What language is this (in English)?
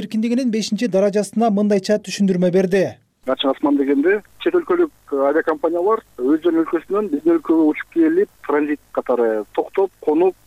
Kyrgyz